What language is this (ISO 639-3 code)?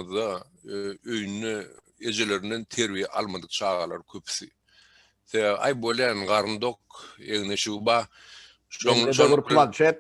tuk